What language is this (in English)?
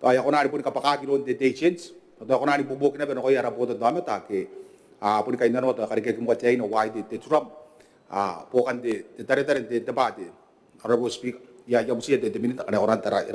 Gilbertese